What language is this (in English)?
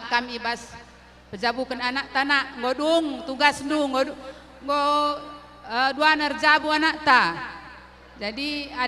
Batak Karo